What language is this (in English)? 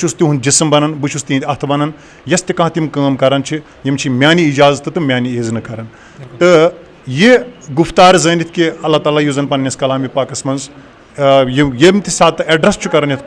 Kashmiri